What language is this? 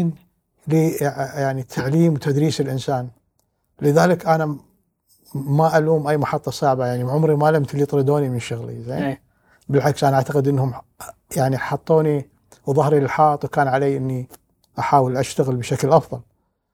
Gulf Arabic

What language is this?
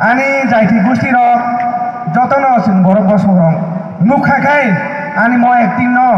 Kok Borok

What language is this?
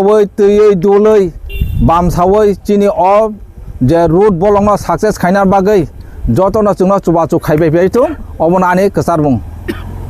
Kok Borok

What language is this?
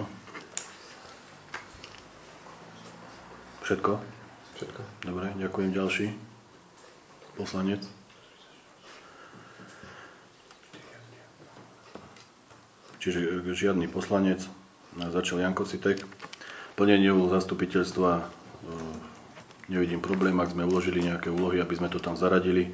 Slovak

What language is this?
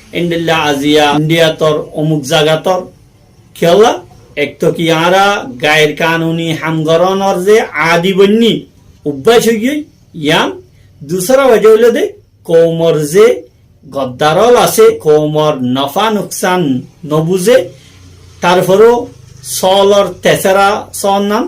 Rohingya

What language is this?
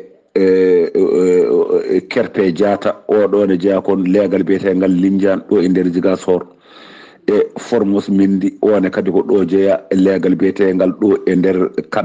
Fula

